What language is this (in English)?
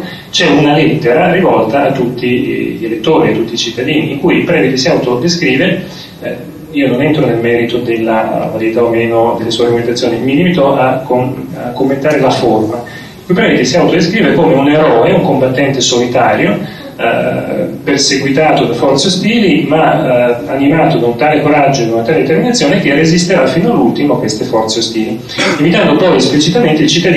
Italian